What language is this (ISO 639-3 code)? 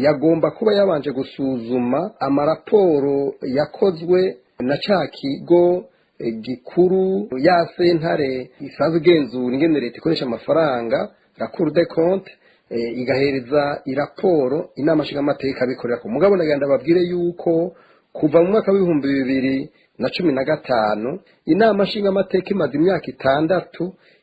run